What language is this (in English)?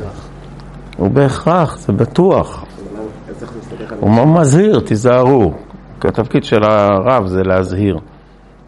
Hebrew